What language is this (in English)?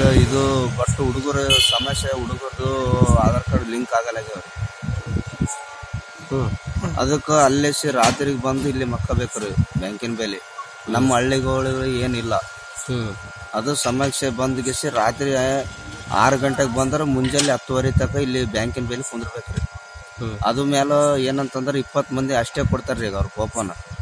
Kannada